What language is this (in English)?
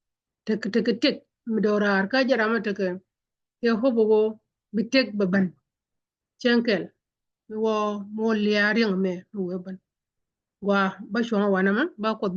Nuer